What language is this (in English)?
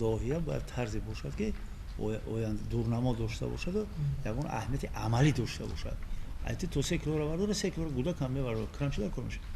Tajik